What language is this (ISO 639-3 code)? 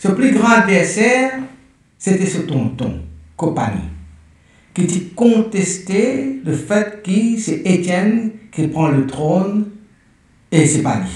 mfe